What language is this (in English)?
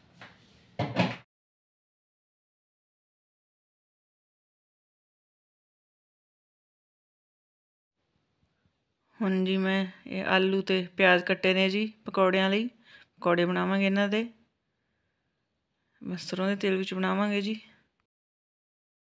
Punjabi